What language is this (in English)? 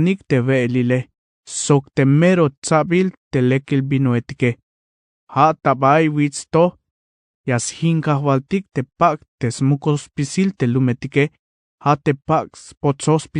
Tzeltal